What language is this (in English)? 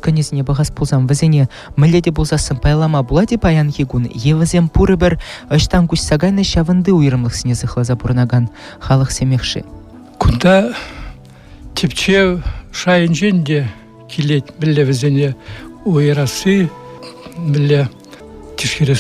Chuvash